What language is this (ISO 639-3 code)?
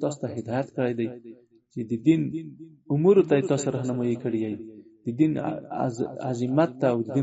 pus